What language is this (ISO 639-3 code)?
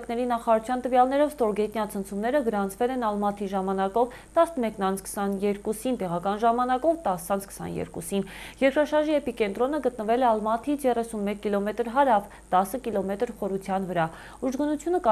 hye